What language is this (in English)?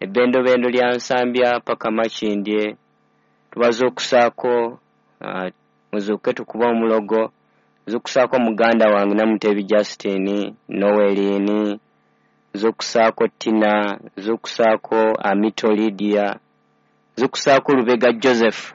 Ganda